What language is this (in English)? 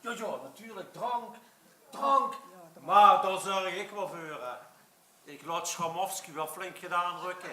Limburgish